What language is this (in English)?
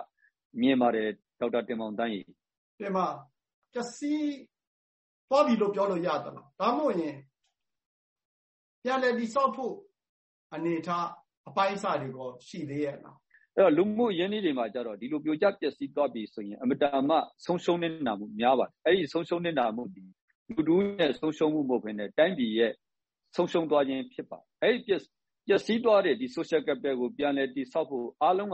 Burmese